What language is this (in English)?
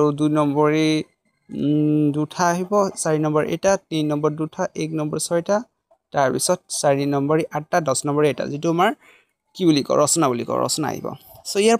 Assamese